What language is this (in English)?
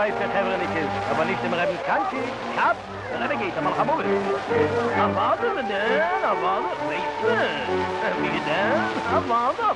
Yiddish